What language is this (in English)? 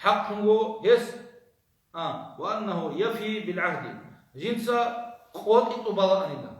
Avaric